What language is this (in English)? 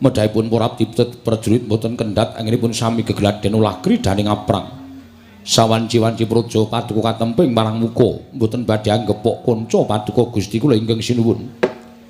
Javanese